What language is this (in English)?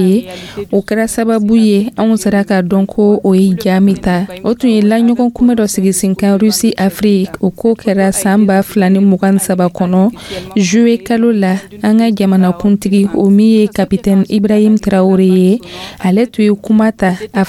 Dyula